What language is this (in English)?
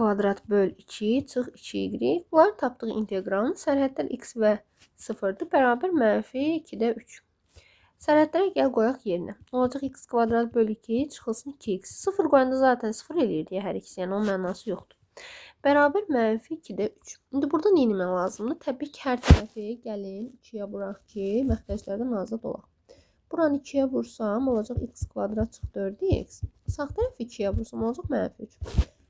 Azerbaijani